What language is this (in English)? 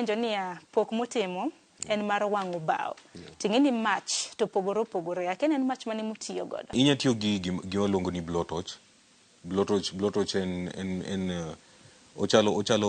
Luo (Kenya and Tanzania)